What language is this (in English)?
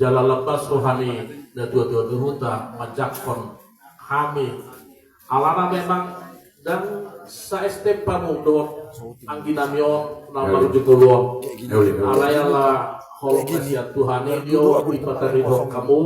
Batak Toba